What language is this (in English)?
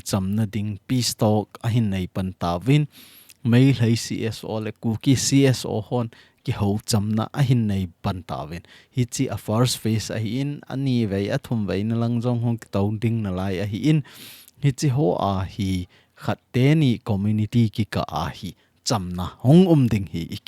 Thado Chin